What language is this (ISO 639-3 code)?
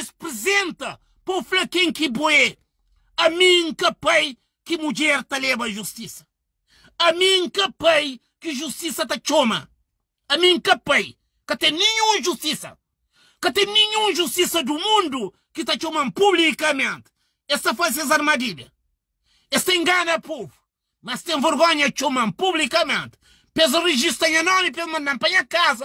kea